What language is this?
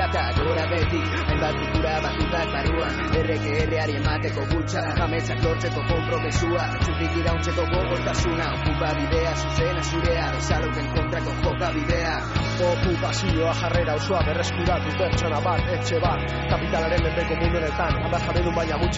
Basque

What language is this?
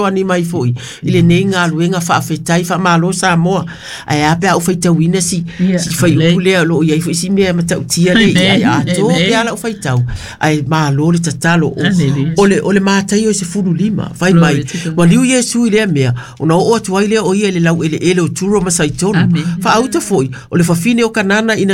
Samoan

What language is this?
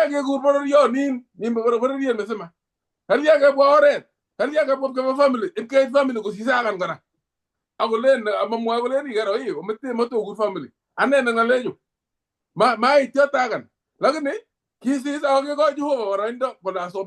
Kalenjin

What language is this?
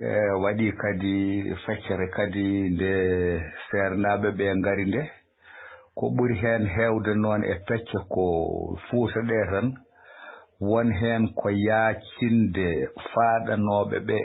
Fula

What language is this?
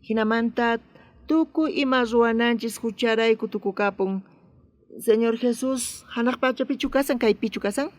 South Bolivian Quechua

